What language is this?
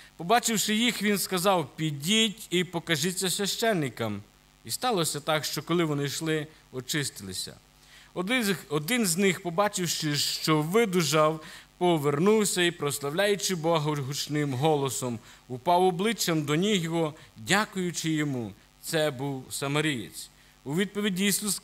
Ukrainian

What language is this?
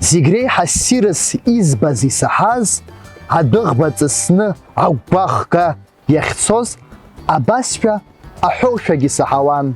Abkhazian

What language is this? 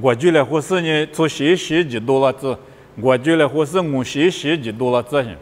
Lisu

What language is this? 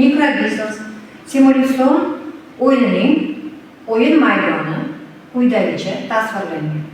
Uzbek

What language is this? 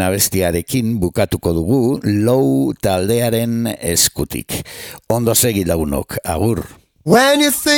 Basque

